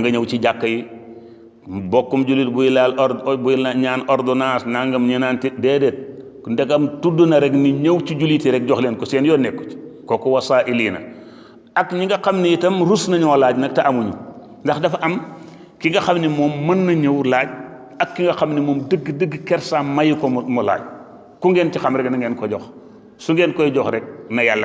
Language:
Wolof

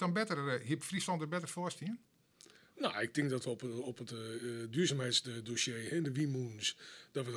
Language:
Western Frisian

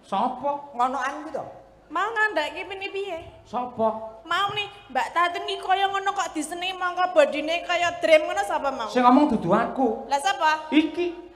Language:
Javanese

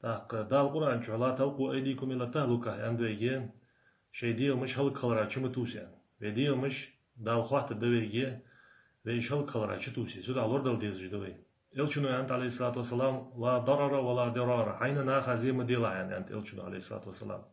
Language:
Ingush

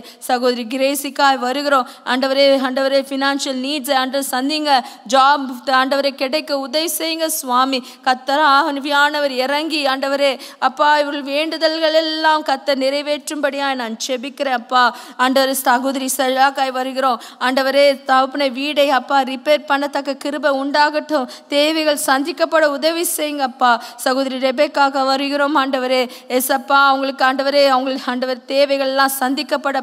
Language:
Tamil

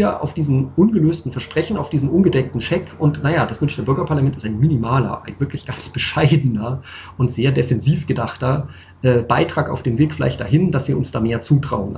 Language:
German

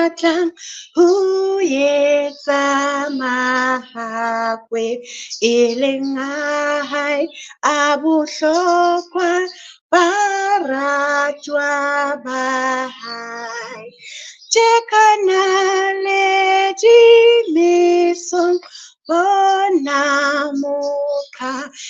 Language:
Southern Sotho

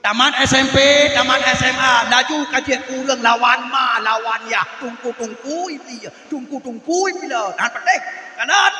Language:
Achinese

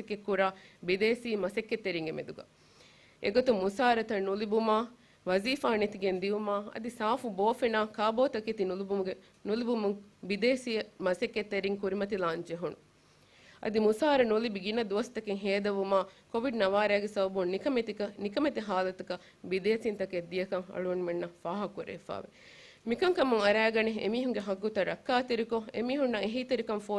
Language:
Divehi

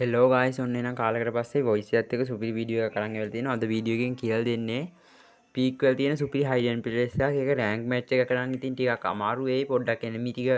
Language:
Sinhala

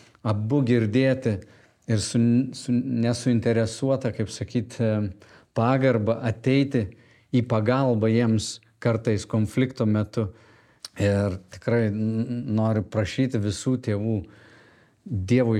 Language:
Lithuanian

